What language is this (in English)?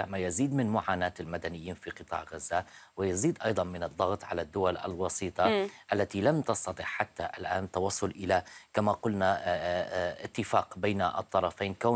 Arabic